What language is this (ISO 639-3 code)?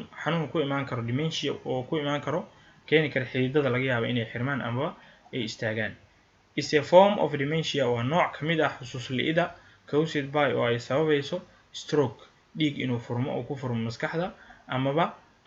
som